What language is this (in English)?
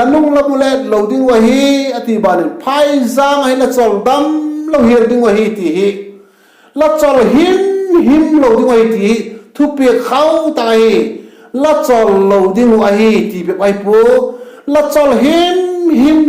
Vaiphei